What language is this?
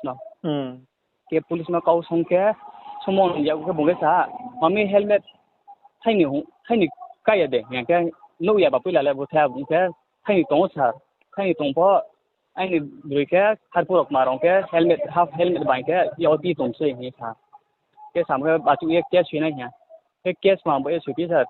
Riang (India)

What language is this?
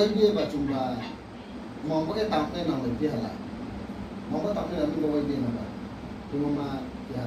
Riang (India)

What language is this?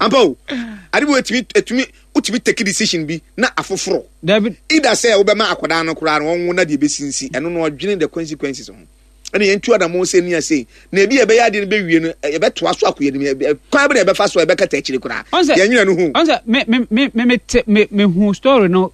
Akan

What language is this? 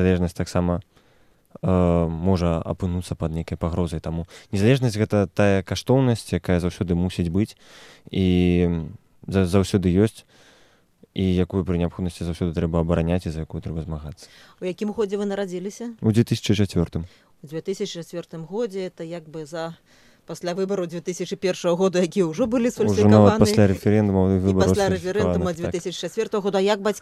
Belarusian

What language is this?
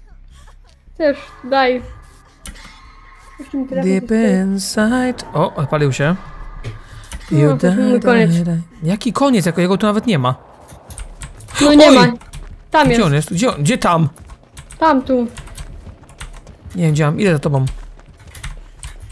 Polish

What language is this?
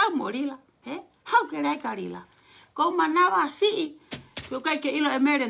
Tongan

